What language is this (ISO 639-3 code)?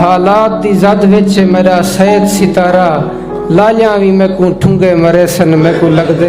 skr